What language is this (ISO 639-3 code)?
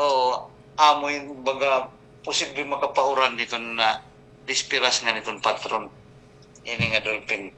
war